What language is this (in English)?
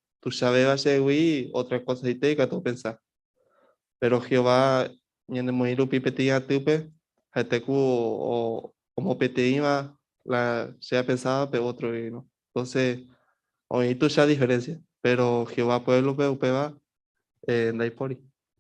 Guarani